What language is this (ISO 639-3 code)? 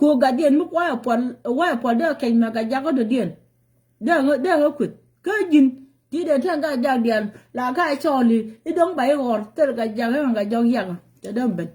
nus